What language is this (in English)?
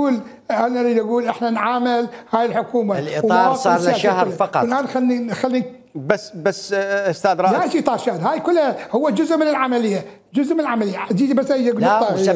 Mesopotamian Arabic